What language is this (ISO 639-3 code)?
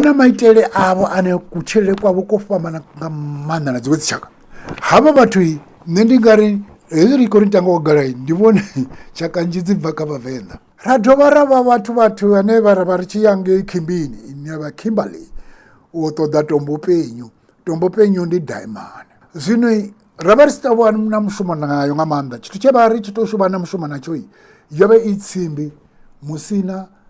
ven